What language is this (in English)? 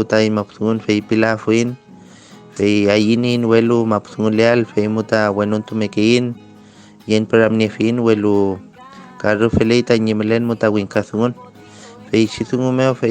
Mapuche